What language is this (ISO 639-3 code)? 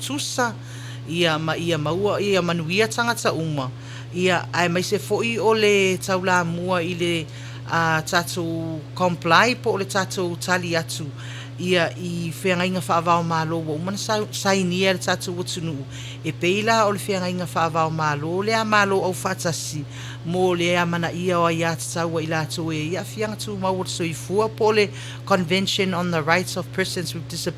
smo